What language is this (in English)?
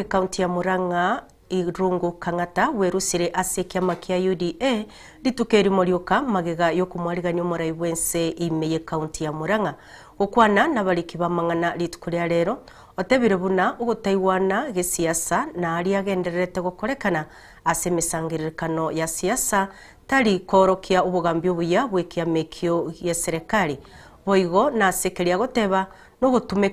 Gusii